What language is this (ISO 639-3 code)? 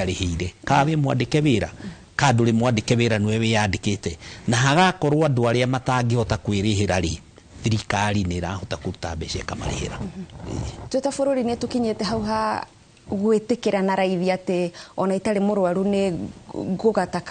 kik